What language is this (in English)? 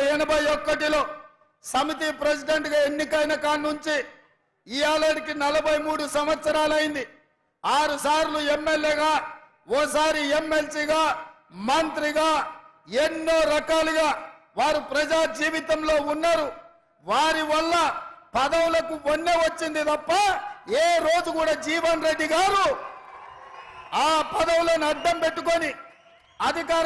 Telugu